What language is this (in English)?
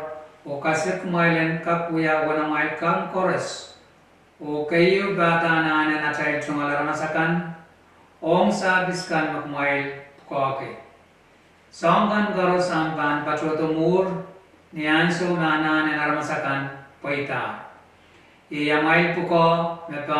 Pohnpeian